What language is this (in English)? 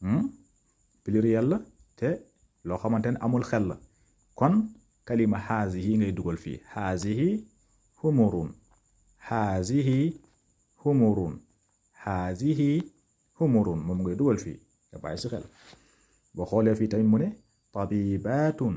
Wolof